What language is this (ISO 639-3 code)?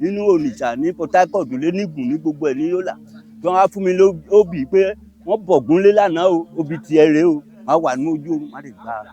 yor